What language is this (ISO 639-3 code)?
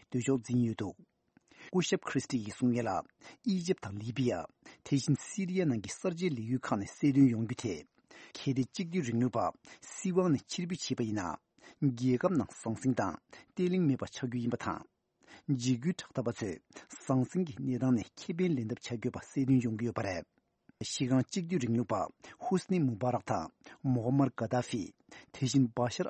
bod